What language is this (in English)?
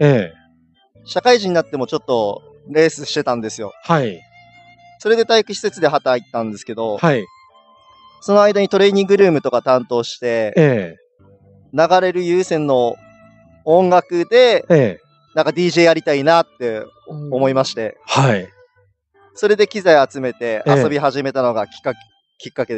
Japanese